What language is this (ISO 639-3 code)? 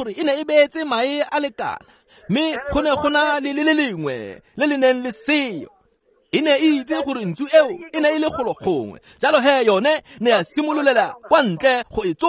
tsn